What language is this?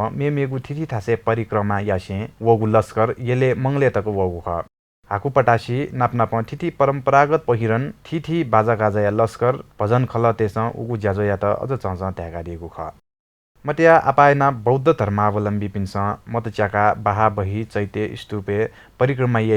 Newari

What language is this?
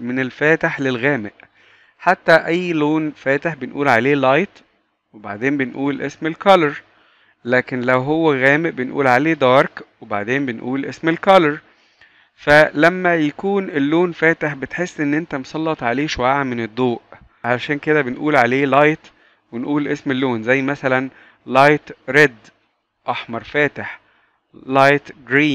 Egyptian Arabic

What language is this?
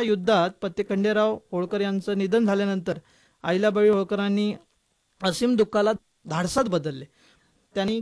Marathi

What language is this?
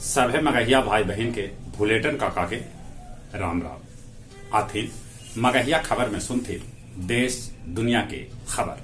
Magahi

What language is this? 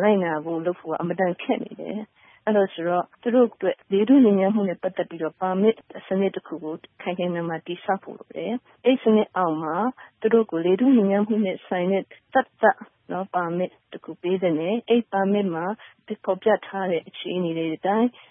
Burmese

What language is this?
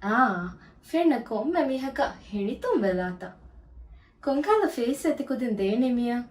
Divehi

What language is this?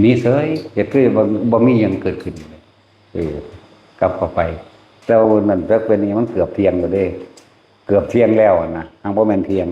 Northeastern Thai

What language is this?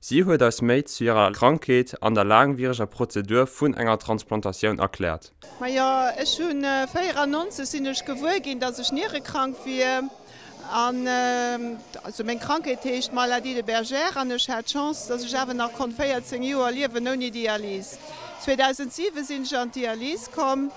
Luxembourgish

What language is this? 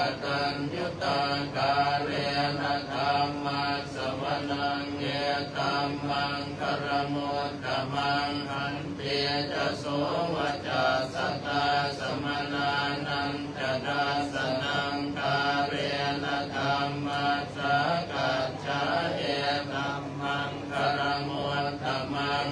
Pali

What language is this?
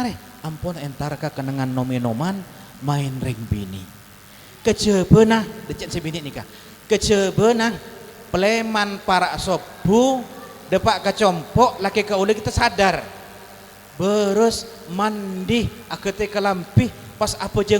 Madurese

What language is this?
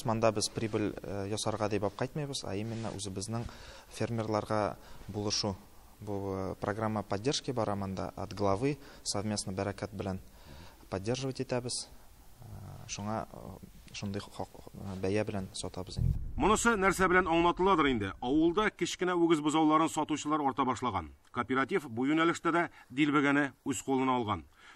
Tatar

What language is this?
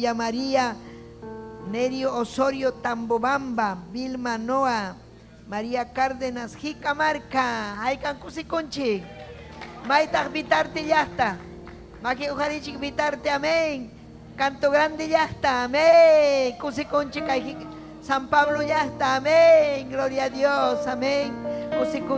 Ayacucho Quechua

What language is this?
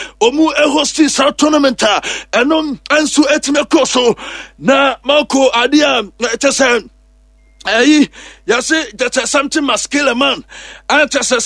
Akan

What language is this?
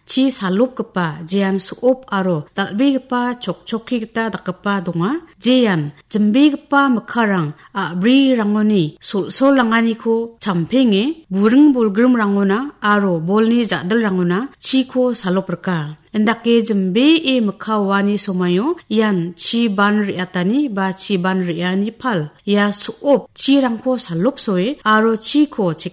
Garo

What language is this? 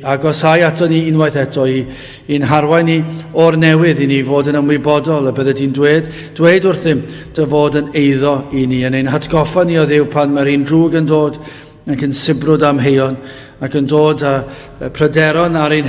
Welsh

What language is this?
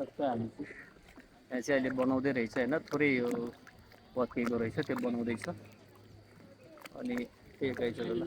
Nepali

